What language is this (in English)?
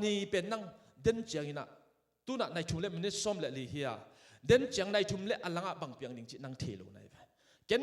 Tedim Chin